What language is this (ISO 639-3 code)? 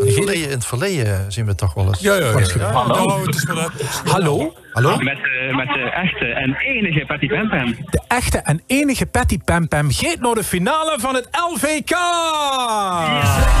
lim